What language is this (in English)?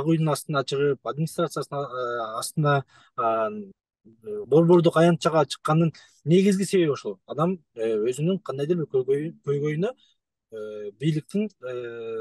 Kyrgyz